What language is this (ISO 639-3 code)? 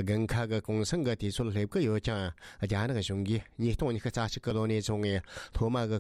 bod